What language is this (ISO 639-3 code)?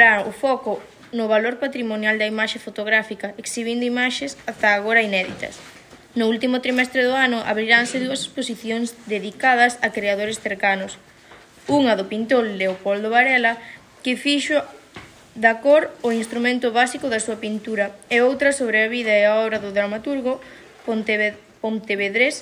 glg